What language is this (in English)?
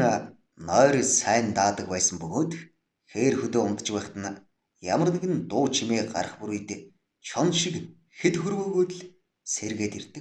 Mongolian